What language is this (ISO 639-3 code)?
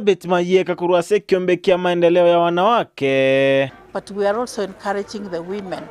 guz